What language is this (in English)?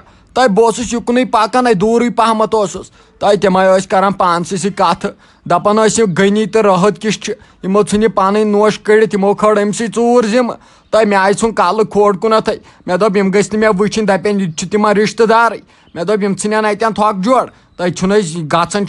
Kashmiri